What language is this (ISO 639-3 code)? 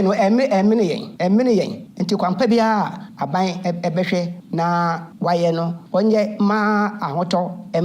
aka